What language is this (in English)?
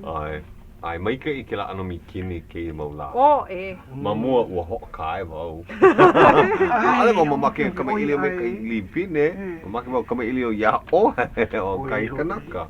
Hawaiian